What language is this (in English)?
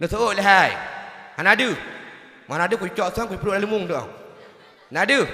Achinese